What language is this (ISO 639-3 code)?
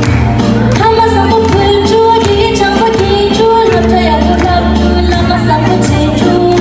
bod